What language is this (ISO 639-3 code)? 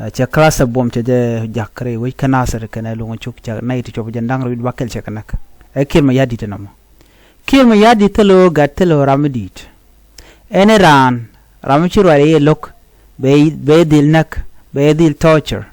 nus